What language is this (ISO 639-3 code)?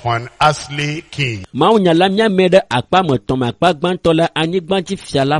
ewe